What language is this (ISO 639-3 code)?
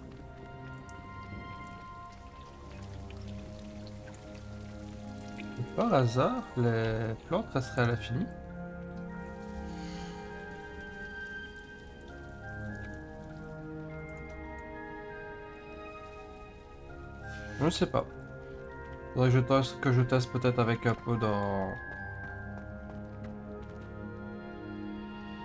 fra